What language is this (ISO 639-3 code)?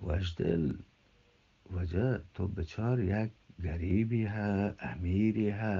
bgp